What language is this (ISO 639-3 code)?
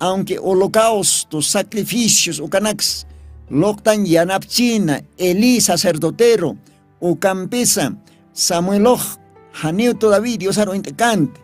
aym